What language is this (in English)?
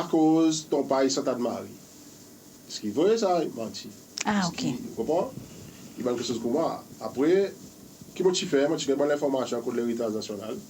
Seselwa Creole French